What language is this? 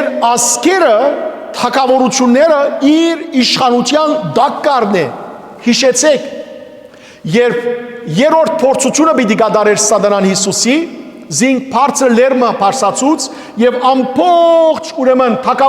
Western Armenian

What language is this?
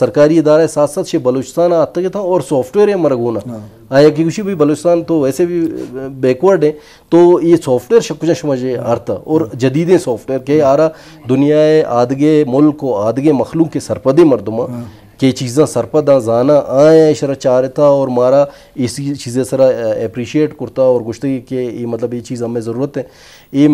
Baluchi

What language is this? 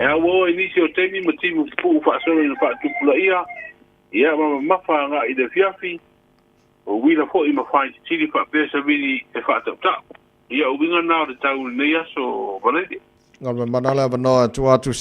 Samoan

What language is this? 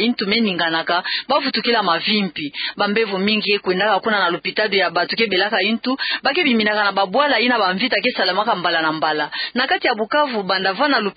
Kituba (Democratic Republic of Congo)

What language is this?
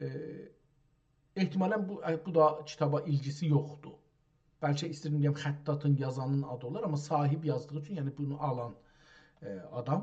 South Azerbaijani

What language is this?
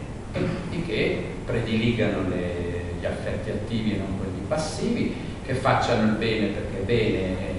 Italian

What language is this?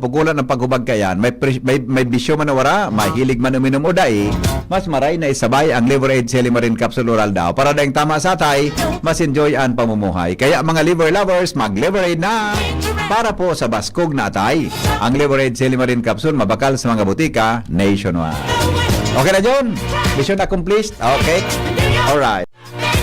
Bikol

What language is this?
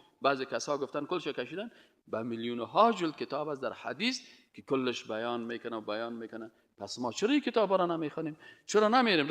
Persian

